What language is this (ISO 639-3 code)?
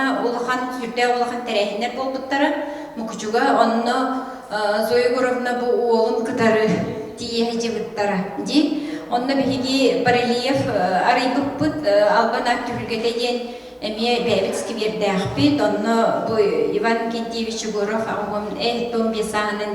sah